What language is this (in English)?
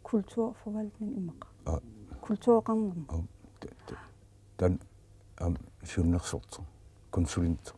Kalaallisut